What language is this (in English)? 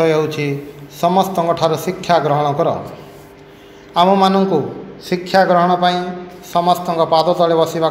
Odia